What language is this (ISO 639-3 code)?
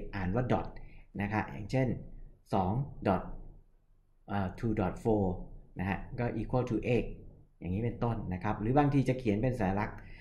tha